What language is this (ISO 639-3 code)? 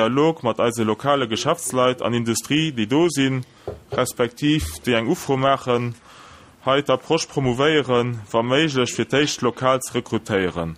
ltz